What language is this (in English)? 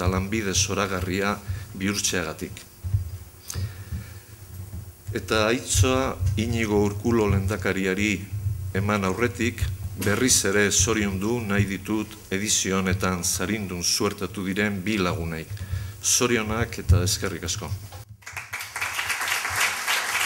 Basque